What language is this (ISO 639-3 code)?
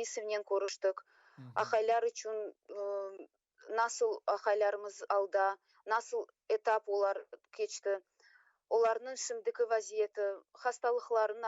crh